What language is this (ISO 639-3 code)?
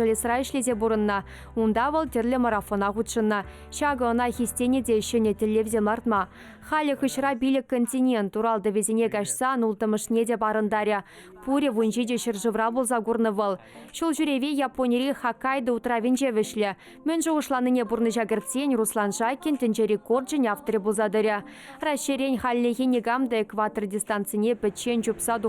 chv